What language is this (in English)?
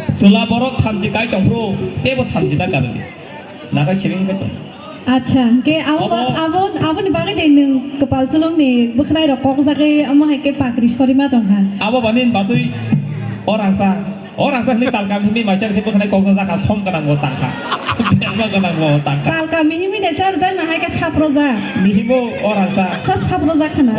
Kok Borok